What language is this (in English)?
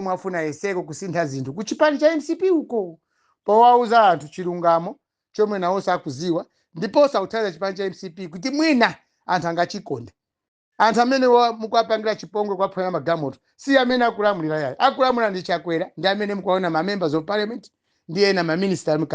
Nyanja